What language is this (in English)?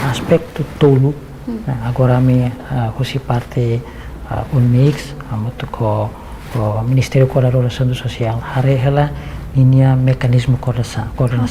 Tetum